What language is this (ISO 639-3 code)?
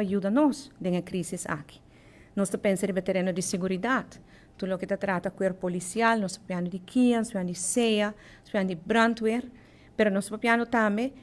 pap